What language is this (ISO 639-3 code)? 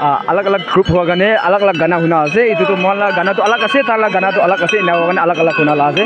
nag